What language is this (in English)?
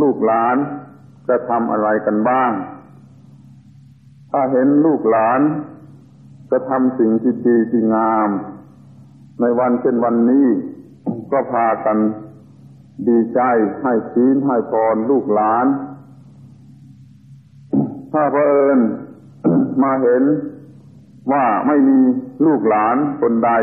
Thai